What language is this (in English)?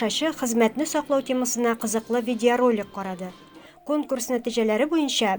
Tatar